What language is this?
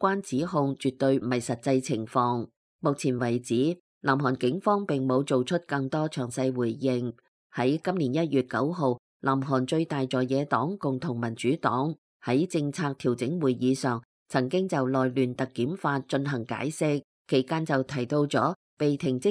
Cantonese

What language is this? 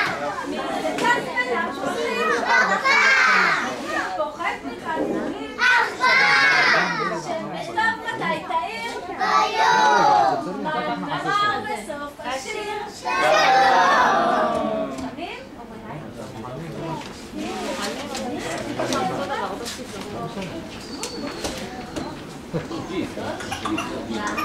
Hebrew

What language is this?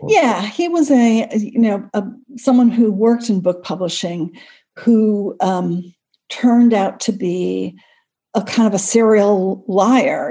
English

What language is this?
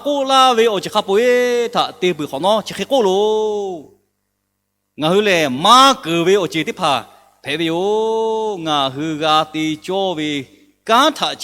Lahu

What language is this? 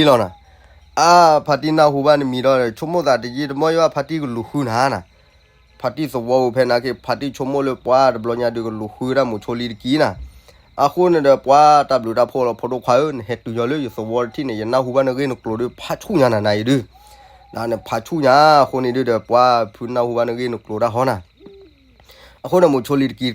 S'gaw Karen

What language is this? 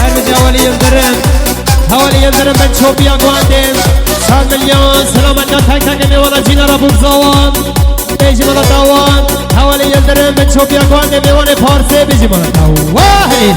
Kurdish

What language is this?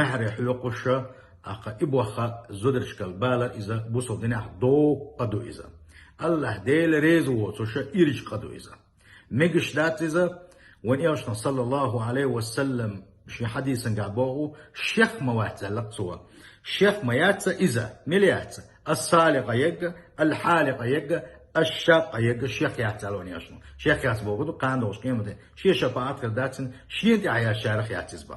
Chechen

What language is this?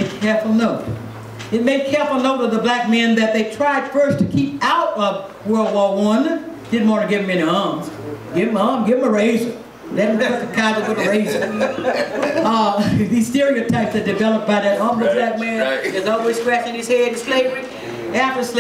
English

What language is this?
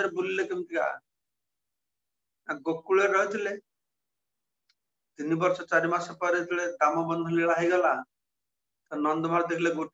Odia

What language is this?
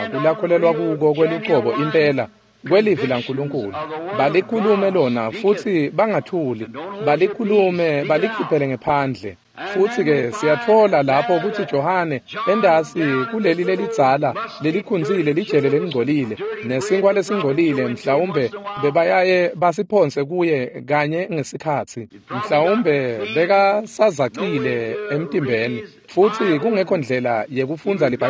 Swati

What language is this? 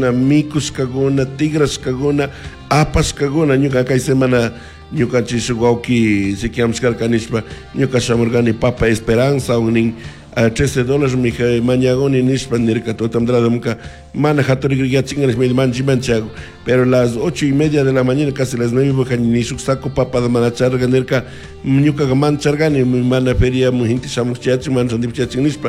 Chimborazo Highland Quichua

